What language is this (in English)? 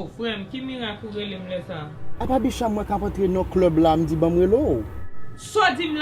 Haitian Creole